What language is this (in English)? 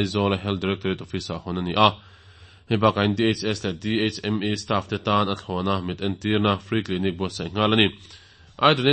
Mizo